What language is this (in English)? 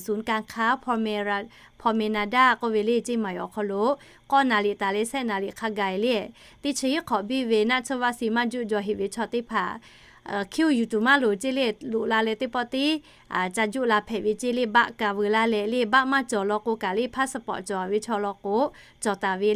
Lahu